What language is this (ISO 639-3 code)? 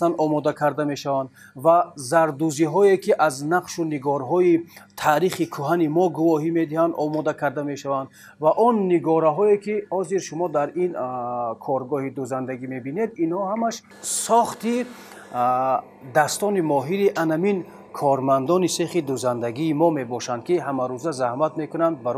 tgk